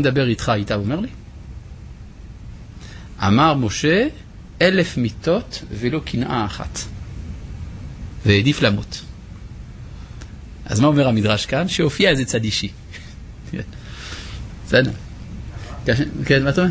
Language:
Hebrew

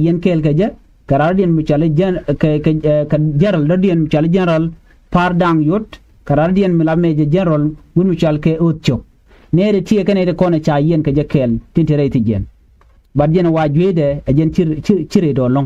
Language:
Nuer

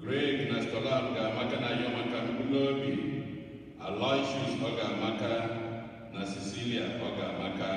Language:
Igbo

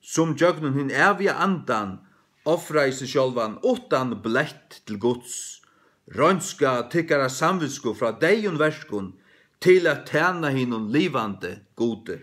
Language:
Faroese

